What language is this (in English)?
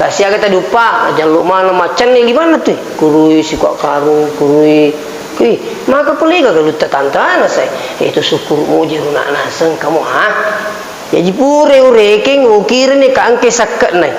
Buginese